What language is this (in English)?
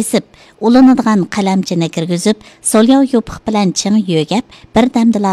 Uyghur